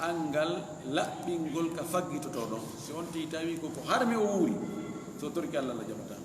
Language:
Fula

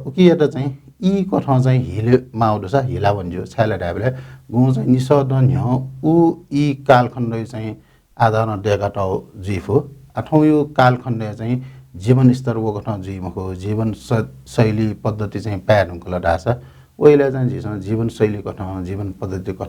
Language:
Newari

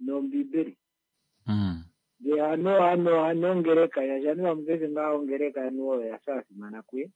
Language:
Kuanyama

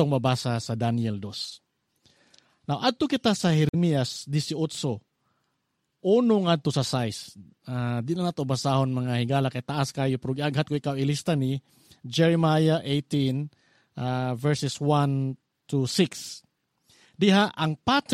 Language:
Cebuano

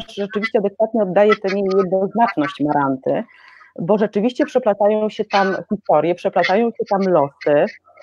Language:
Polish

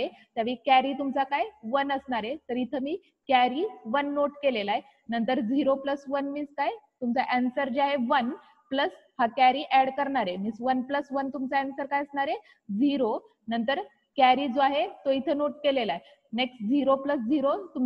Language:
Marathi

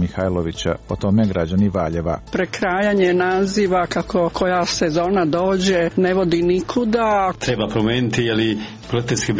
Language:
Serbian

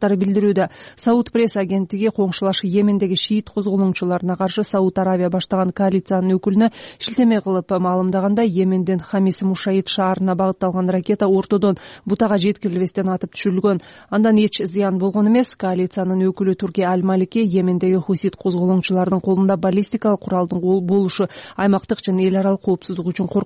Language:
Kyrgyz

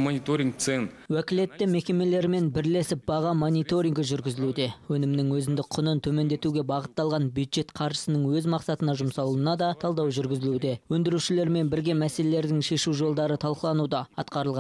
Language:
Kazakh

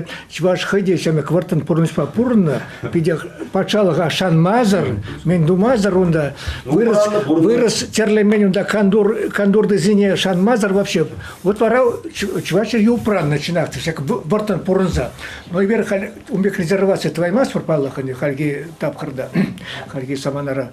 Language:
Chuvash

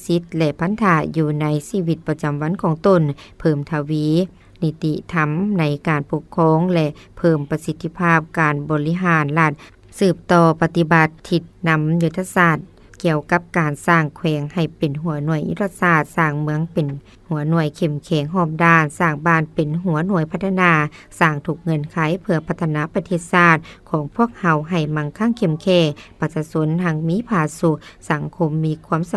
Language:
Lao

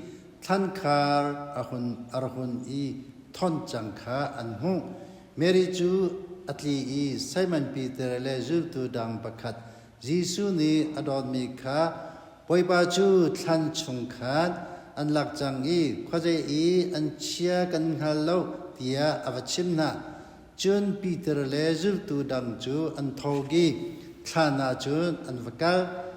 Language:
Hakha Chin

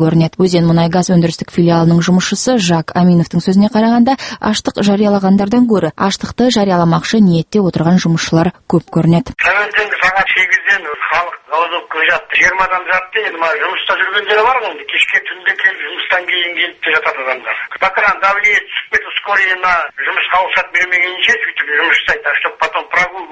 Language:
Kazakh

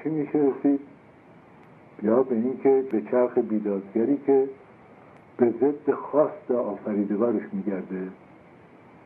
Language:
Persian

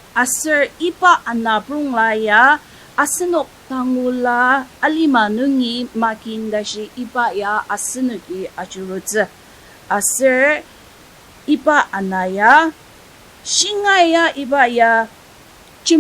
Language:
Ao Naga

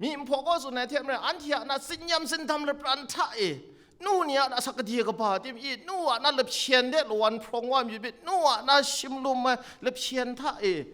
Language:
Kachin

